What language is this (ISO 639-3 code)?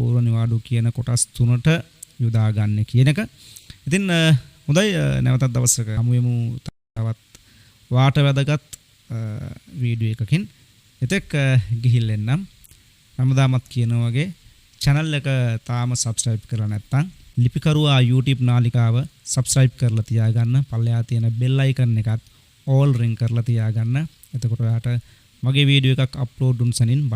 sin